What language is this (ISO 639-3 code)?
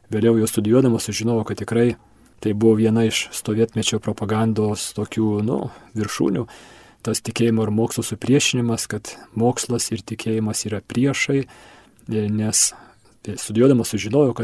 lit